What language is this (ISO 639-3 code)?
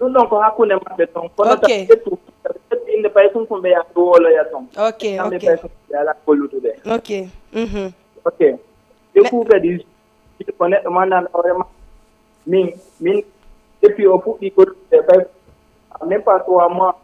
ful